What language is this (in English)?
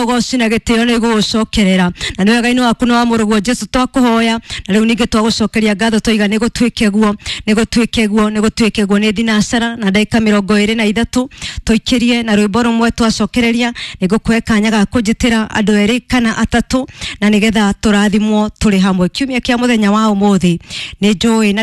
Kikuyu